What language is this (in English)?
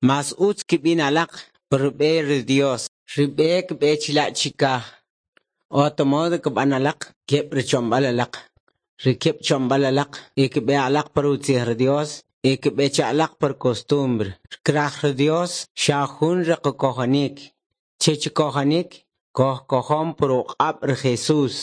Kʼicheʼ